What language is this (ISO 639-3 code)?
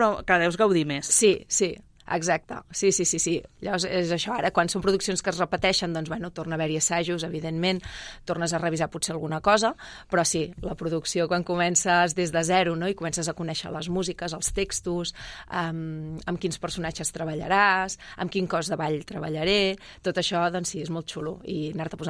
cat